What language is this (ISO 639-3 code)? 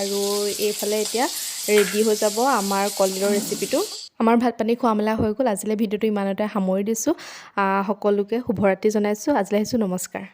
asm